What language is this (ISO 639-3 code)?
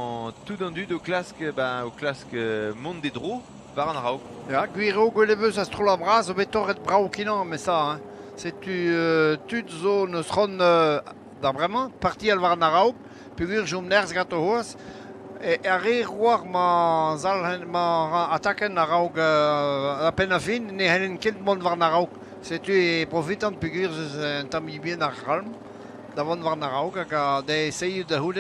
bre